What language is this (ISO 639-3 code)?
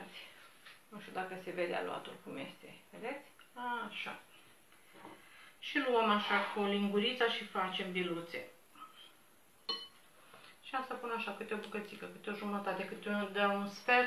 ron